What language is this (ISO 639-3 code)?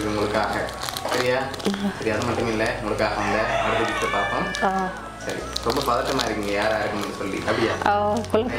tam